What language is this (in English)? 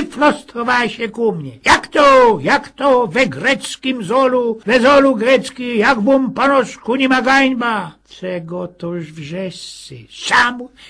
Silesian